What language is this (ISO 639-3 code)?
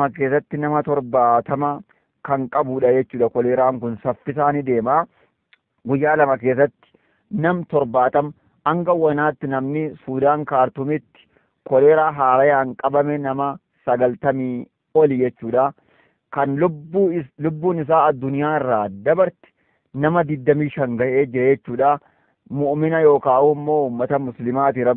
orm